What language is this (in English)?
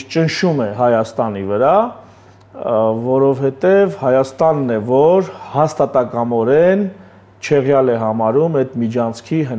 Armenian